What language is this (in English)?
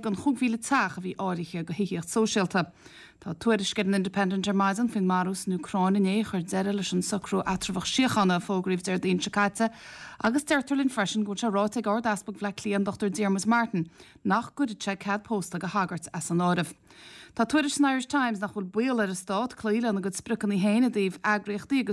Irish